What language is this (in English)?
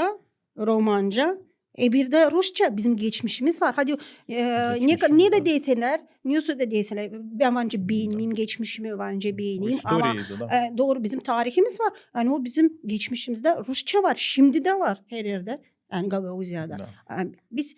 Gagauz